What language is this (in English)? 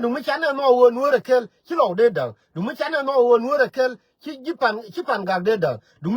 Nuer